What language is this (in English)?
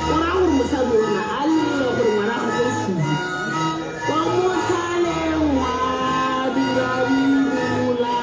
Tswana